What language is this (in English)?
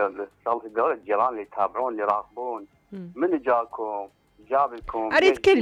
Mesopotamian Arabic